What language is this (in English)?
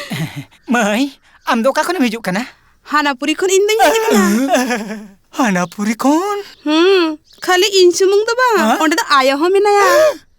Santali